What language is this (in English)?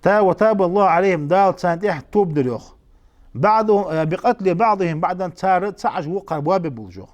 Ingush